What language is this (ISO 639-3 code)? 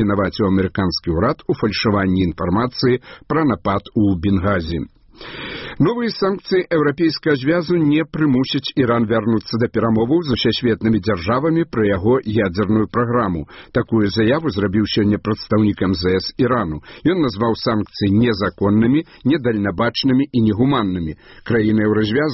bel